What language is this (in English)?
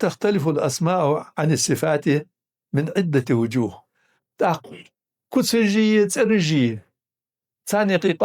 Ingush